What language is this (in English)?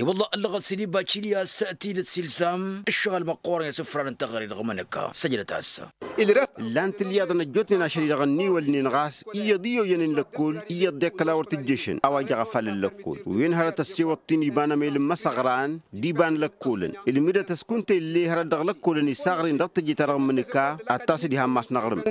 Tamasheq